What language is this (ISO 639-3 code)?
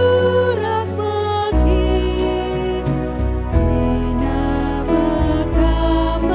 btx